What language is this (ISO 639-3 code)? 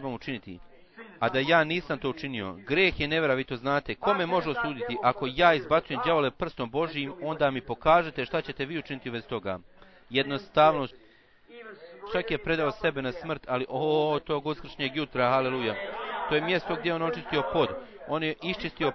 bos